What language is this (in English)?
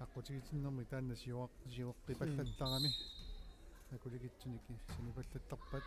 Kalaallisut